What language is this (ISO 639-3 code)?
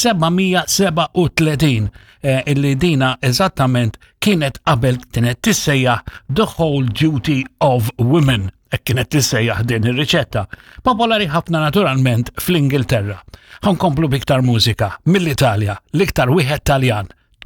mlt